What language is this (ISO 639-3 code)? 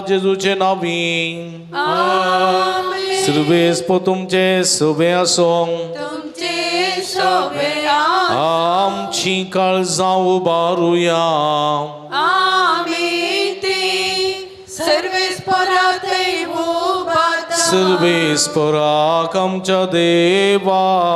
kok